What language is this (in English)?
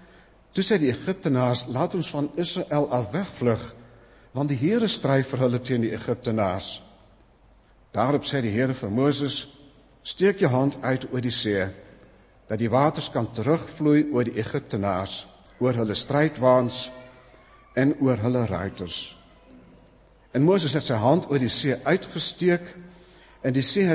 Afrikaans